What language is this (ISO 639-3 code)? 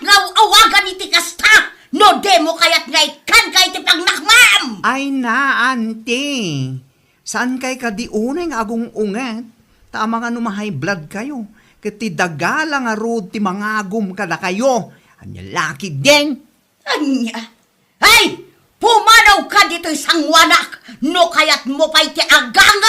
ilo